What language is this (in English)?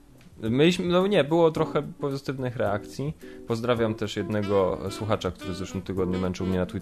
Polish